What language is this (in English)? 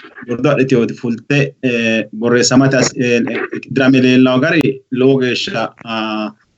Sidamo